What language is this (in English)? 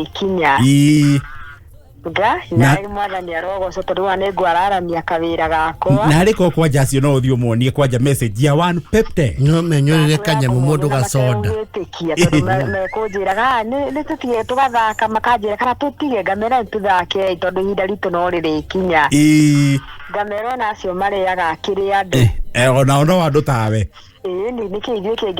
Kikuyu